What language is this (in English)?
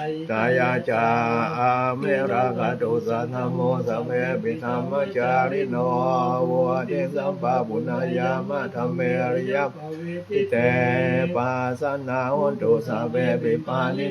Pali